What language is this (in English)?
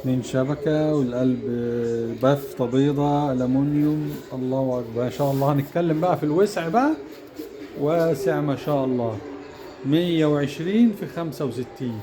Egyptian Arabic